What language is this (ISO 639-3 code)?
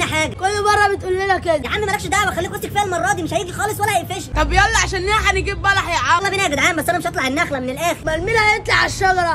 arz